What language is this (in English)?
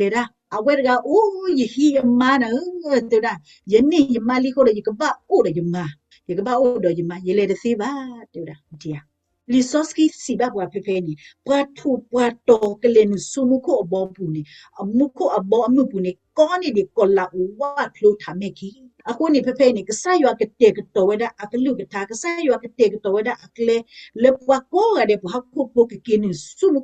S'gaw Karen